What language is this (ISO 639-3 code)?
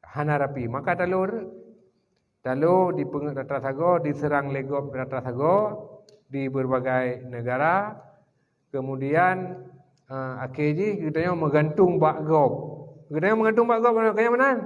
ace